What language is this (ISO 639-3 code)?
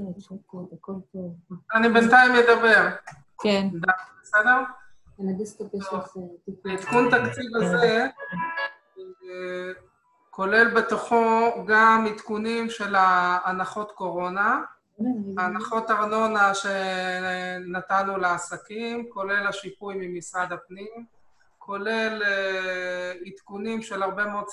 heb